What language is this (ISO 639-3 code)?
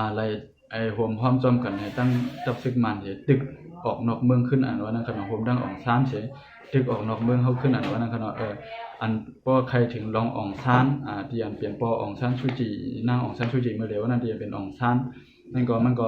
shn